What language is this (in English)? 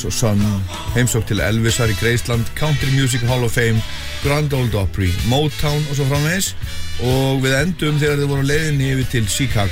Icelandic